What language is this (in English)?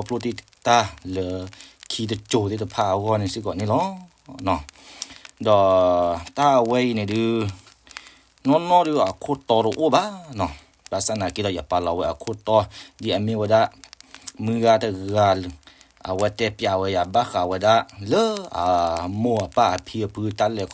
S'gaw Karen